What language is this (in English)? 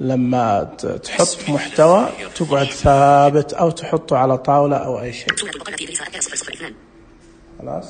Najdi Arabic